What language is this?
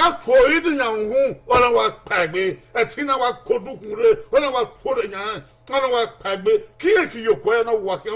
Bini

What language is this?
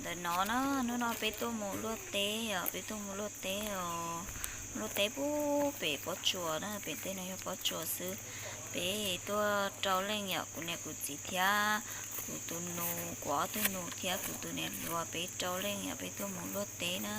Hmong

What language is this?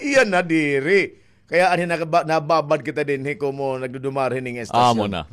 Waray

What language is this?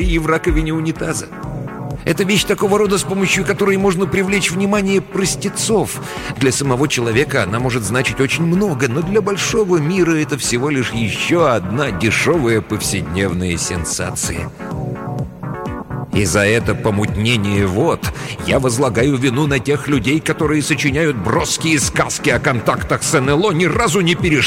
Russian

